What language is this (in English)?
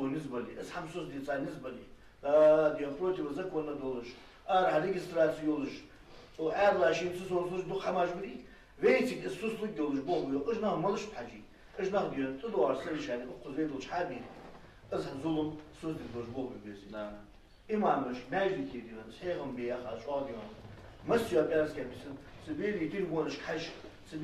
Ingush